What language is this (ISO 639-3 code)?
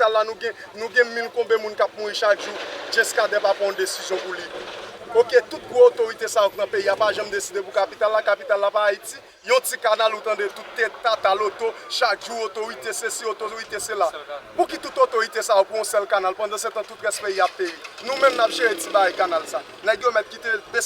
hat